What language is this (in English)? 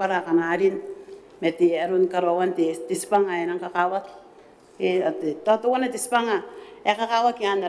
Gilbertese